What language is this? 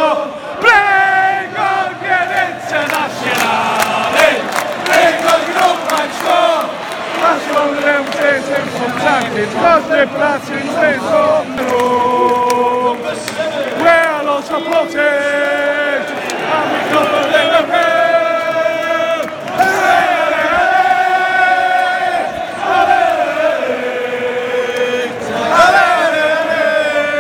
English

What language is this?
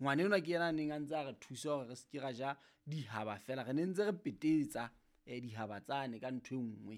Southern Sotho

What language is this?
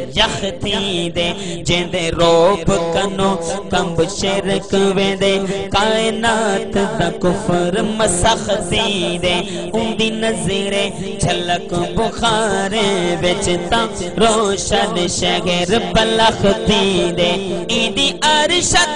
Saraiki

